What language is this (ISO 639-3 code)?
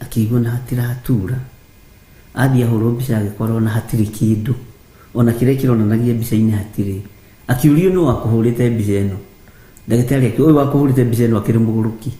kik